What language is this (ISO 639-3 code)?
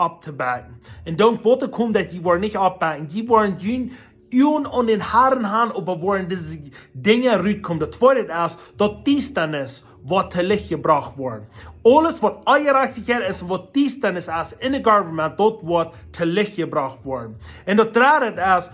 pdt